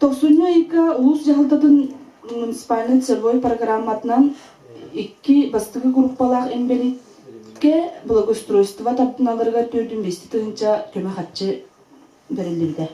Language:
Yakut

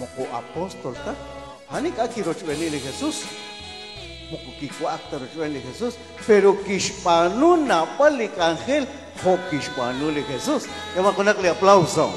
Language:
Kekchí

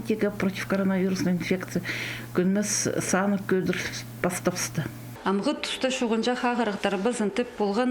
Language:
Khakas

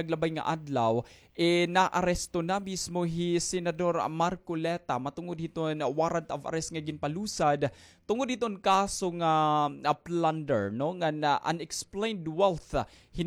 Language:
Waray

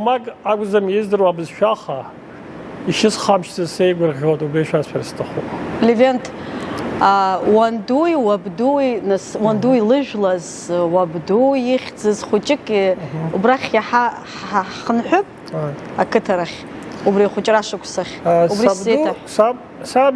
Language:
Abkhazian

